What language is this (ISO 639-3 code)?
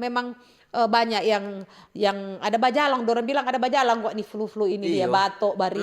xmm